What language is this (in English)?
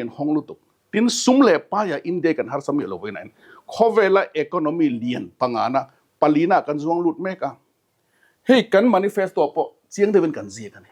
Mizo